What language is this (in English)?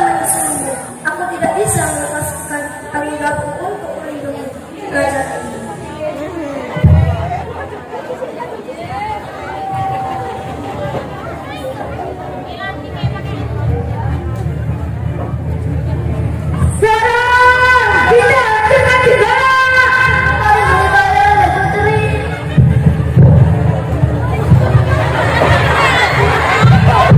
Indonesian